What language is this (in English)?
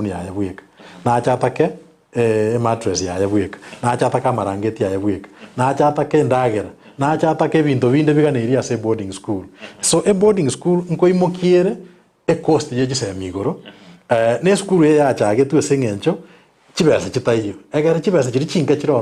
Gusii